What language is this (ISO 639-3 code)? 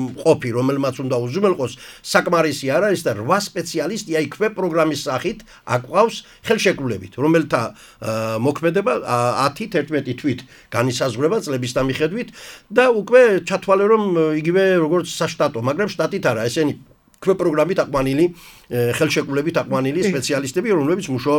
kat